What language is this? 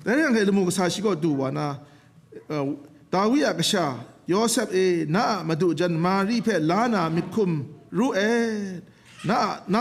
Kachin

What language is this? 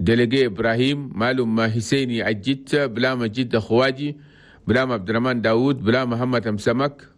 Chadian Arabic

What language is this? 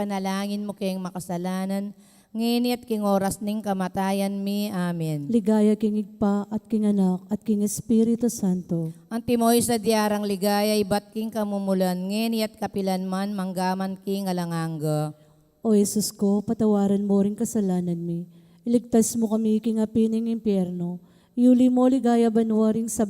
Pampanga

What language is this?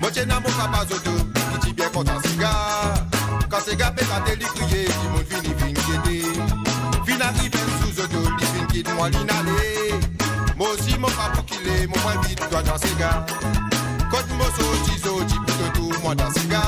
Morisyen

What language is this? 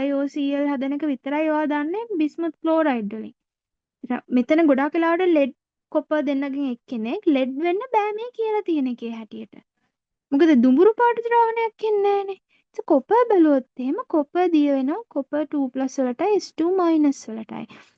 Sinhala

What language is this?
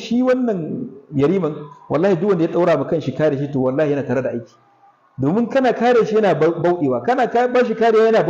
Hausa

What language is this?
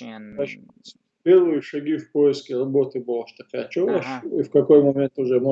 Chechen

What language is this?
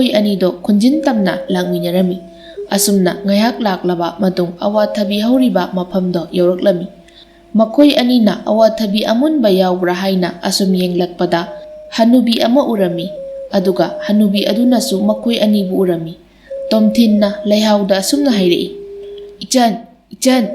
Manipuri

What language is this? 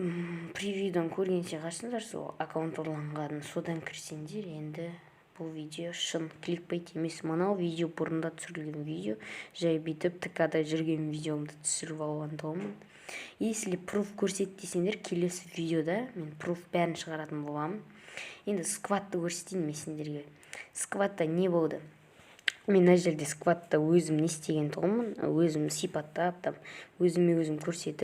Kazakh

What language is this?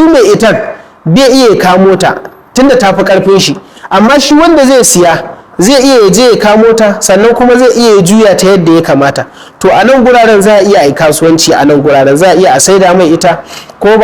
Hausa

